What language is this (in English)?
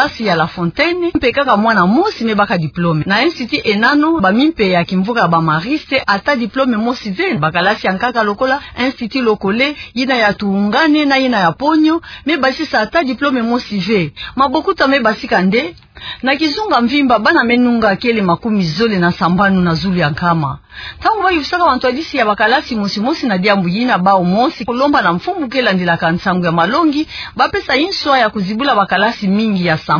Kituba (Democratic Republic of Congo)